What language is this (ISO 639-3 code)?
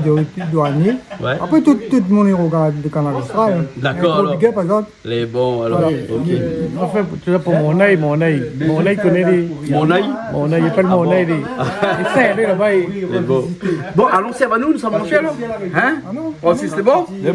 rcf